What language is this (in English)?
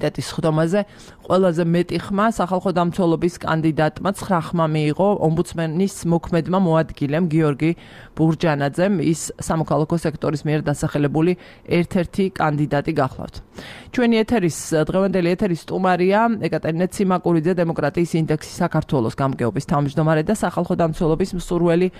Georgian